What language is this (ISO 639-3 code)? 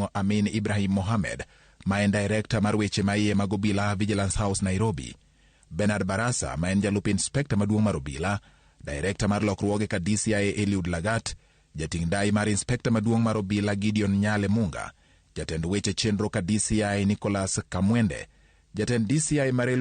luo